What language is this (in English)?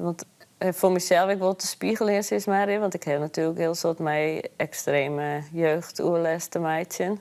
Western Frisian